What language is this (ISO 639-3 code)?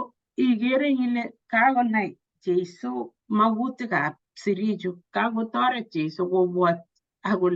kln